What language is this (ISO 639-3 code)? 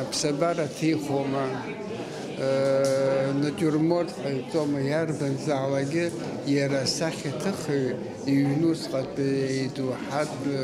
abk